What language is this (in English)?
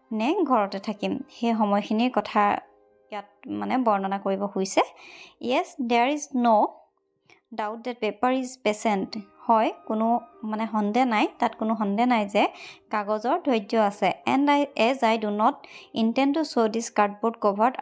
Assamese